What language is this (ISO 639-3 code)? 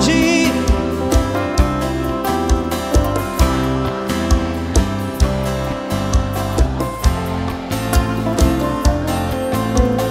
por